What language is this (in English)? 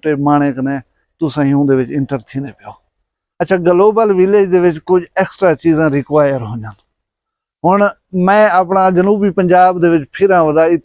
Saraiki